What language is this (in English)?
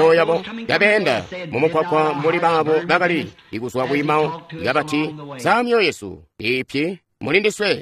Tonga (Zambia)